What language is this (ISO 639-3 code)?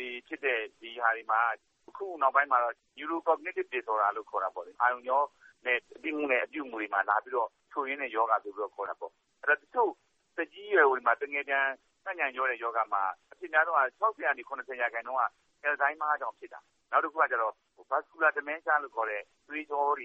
mya